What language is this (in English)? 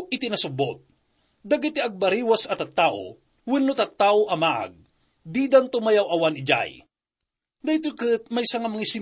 Iloko